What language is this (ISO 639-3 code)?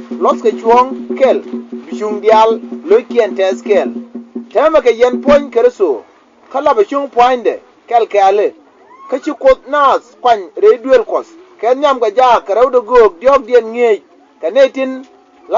nus